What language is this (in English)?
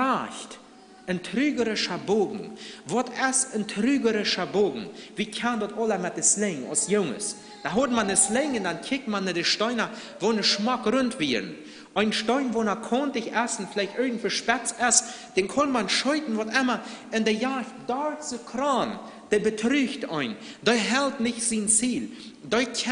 Plautdietsch